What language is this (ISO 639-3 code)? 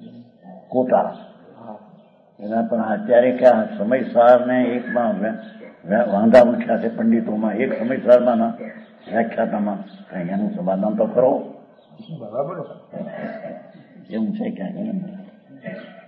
guj